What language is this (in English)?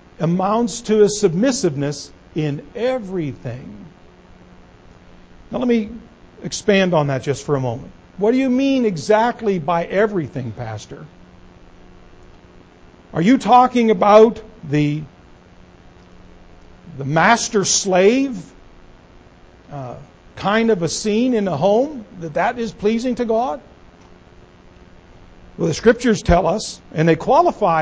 English